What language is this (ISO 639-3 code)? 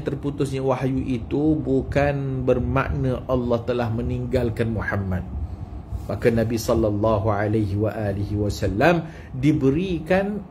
msa